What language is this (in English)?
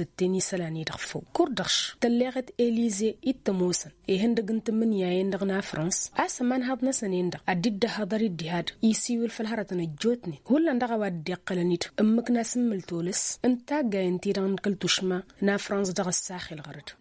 Tamasheq